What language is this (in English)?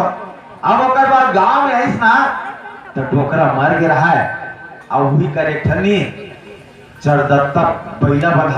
Chhattisgarhi